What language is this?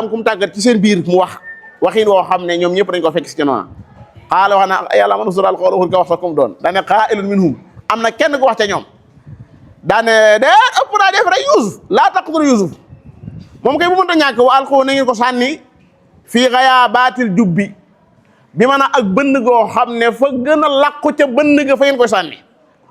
Wolof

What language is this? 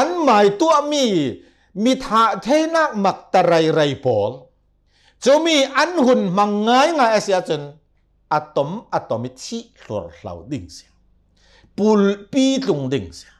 Hakha Chin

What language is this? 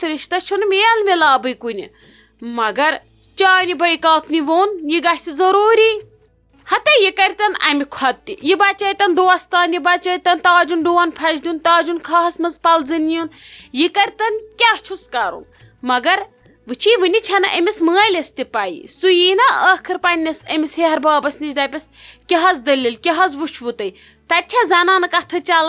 Kashmiri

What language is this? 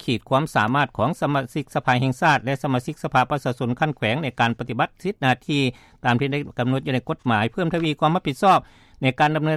Lao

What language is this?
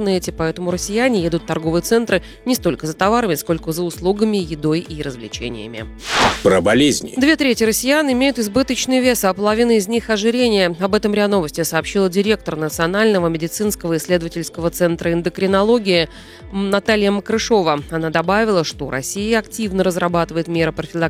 Russian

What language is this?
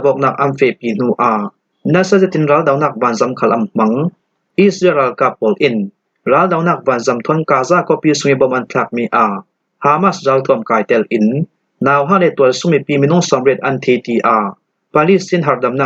Falam Chin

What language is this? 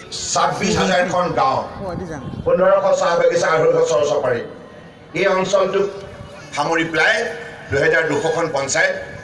Assamese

